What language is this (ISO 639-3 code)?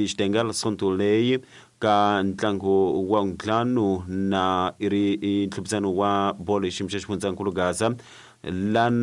tso